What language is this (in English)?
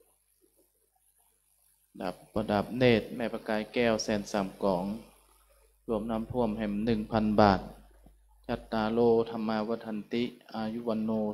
Thai